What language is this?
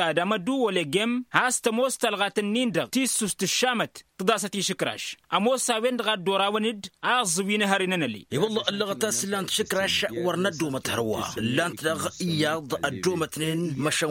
Tamasheq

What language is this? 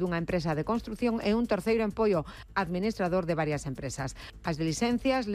Galician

